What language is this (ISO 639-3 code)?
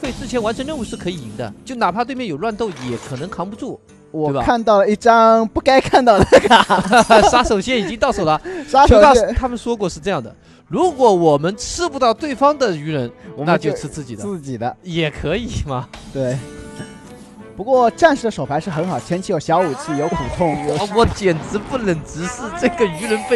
zho